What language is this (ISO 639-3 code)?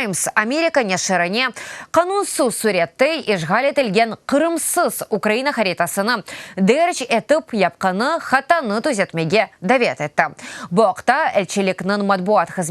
crh